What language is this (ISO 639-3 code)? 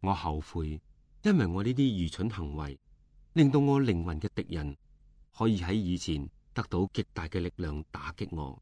yue